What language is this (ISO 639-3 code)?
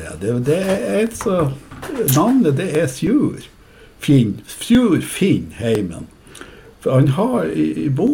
nor